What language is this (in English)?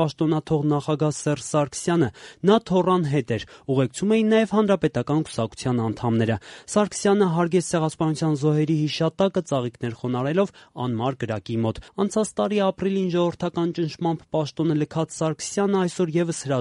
Armenian